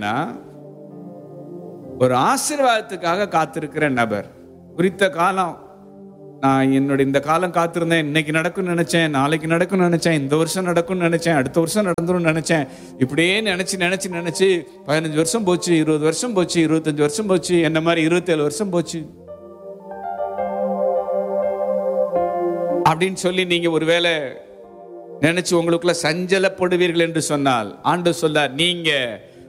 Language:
Tamil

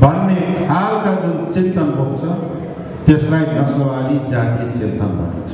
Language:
Nepali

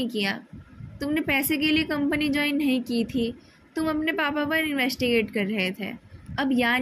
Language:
Hindi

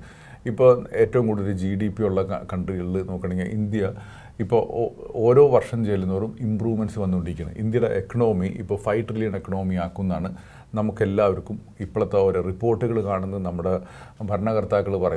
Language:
Malayalam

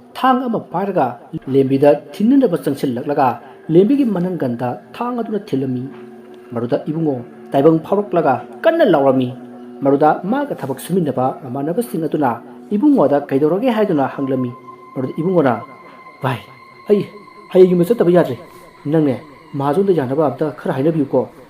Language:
Manipuri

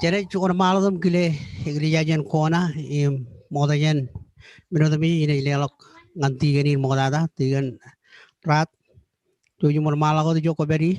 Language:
Marshallese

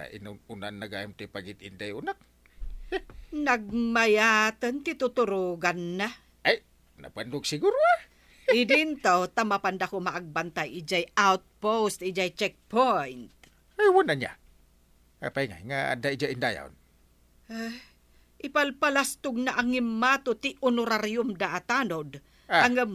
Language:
Iloko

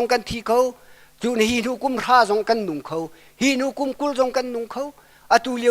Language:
Hakha Chin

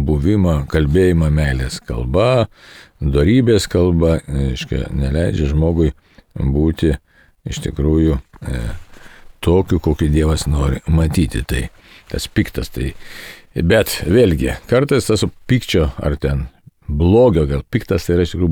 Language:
Lithuanian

